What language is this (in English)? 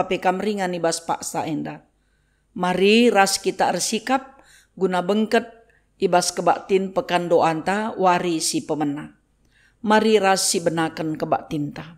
Batak Karo